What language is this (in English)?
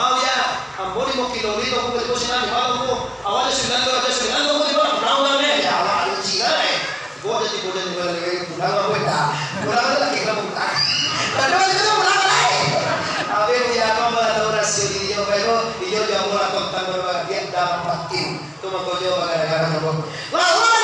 Minangkabau